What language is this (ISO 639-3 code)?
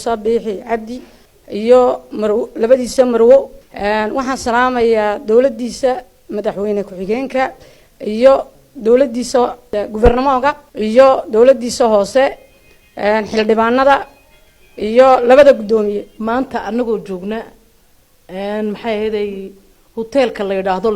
som